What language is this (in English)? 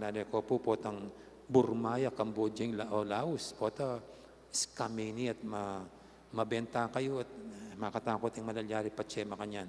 Pampanga